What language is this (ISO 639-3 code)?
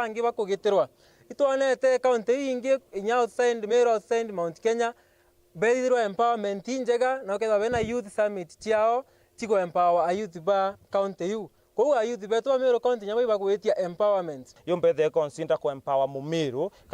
mer